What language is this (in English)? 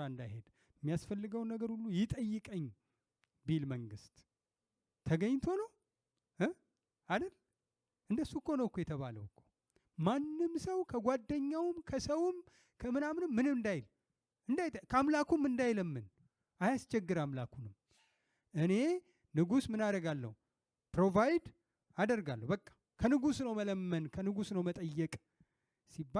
Amharic